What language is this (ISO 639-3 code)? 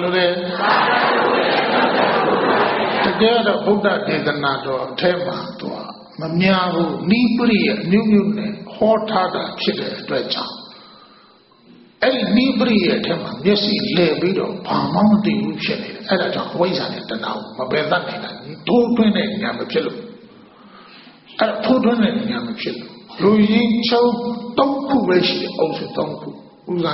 mya